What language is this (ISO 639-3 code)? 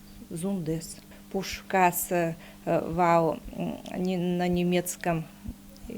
udm